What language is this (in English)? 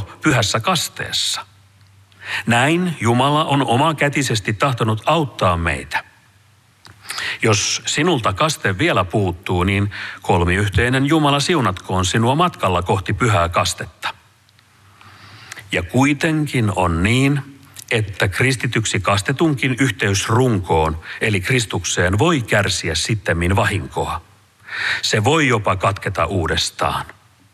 Finnish